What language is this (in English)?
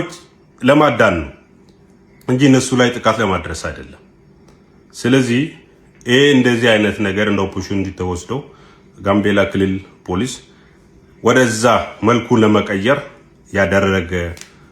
Amharic